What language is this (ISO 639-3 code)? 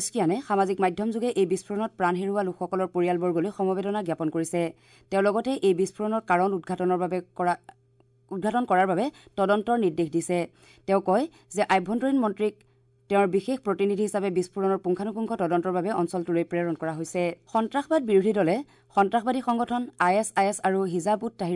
asm